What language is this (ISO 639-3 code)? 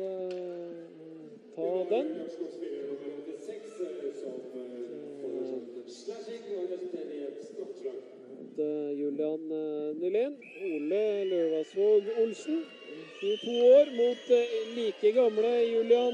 nor